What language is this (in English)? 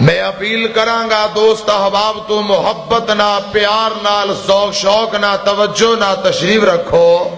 Western Panjabi